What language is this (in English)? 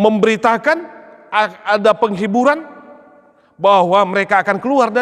Batak Toba